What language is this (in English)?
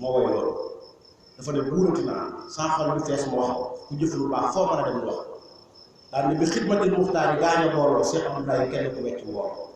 Wolof